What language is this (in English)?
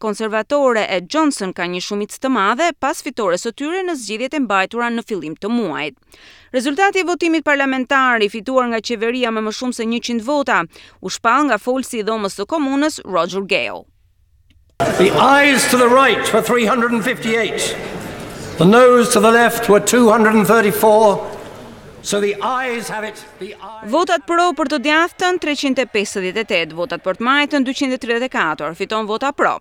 Albanian